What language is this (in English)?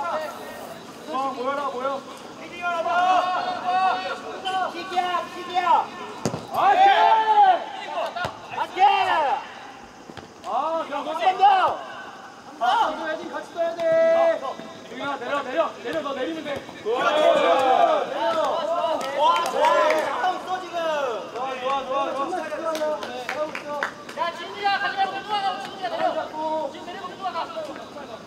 Korean